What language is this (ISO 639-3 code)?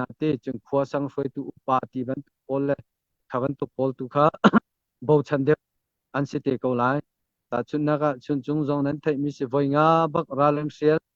cnh